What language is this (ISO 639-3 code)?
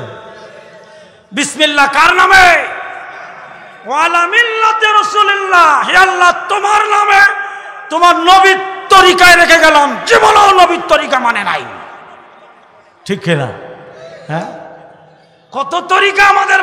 ben